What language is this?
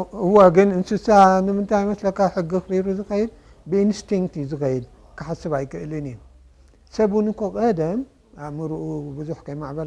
Tigrinya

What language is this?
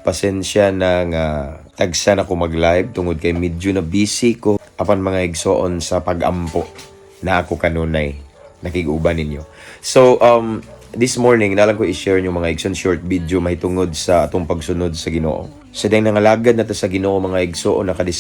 Cebuano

